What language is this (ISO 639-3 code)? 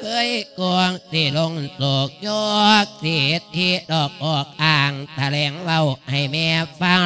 lao